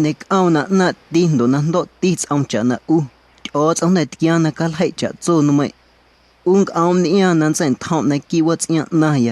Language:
Guerrero Amuzgo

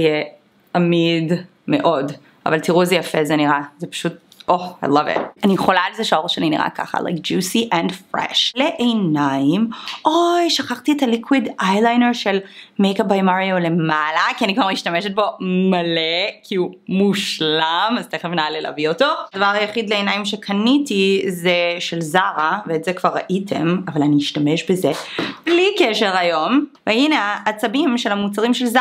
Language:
Hebrew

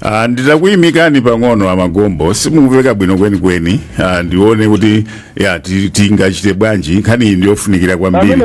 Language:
Nyanja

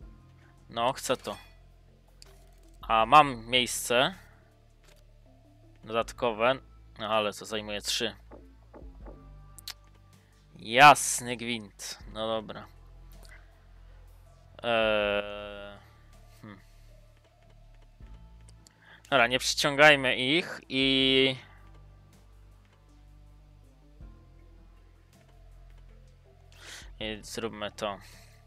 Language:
Polish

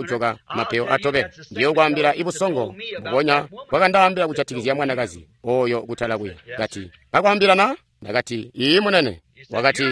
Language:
Tonga (Zambia)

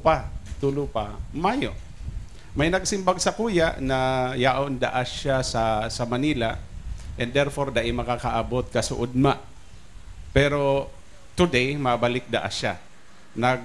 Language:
Bikol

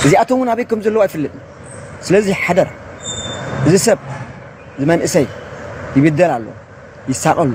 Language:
Tigrinya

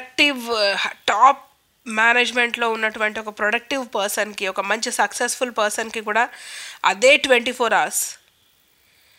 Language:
Telugu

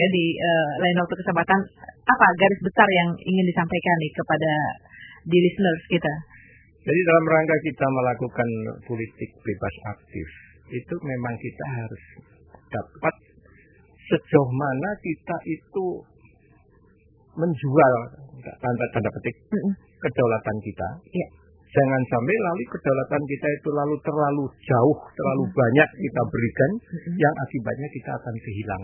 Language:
Indonesian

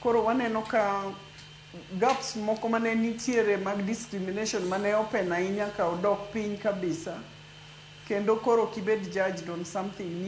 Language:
Luo (Kenya and Tanzania)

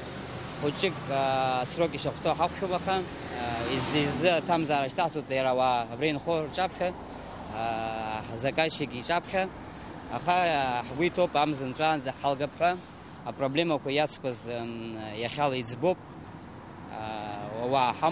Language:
Abkhazian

